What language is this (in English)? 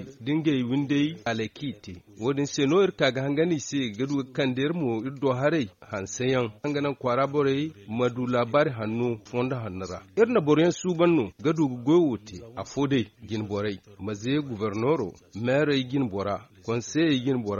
Zarma